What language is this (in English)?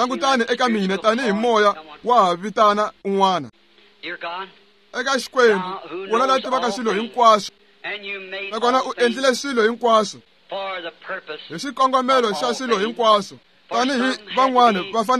Tsonga